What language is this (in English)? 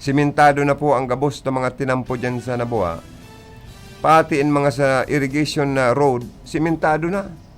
Bikol